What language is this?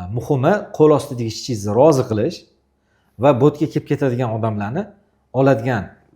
Uzbek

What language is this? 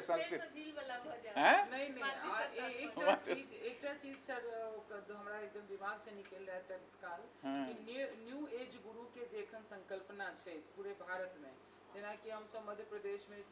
Maithili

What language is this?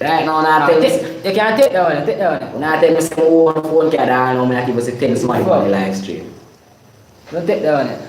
Jamaican Creole English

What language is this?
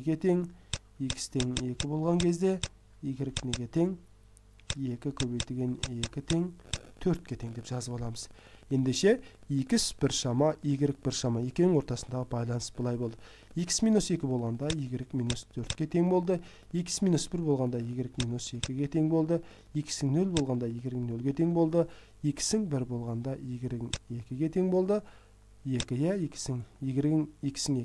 Kazakh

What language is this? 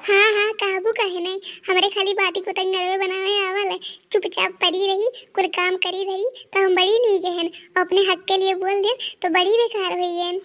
Awadhi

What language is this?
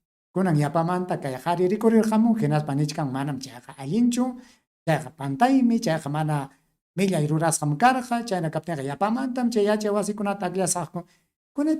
Ayacucho Quechua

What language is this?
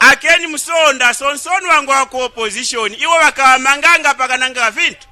Nyanja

